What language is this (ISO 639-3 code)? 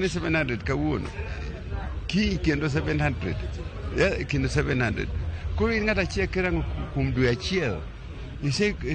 luo